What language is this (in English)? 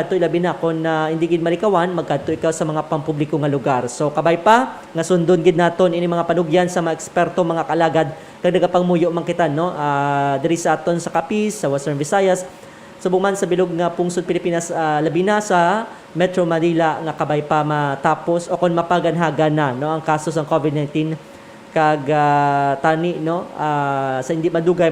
Hiligaynon